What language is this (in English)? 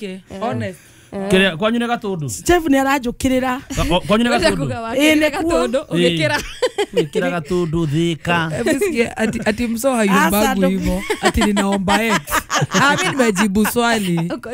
Kikuyu